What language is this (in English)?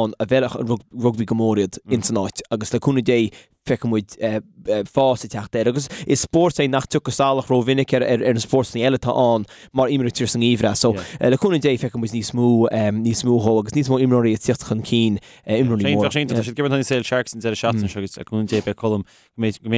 Irish